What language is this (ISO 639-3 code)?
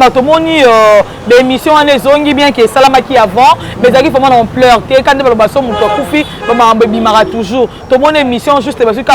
lin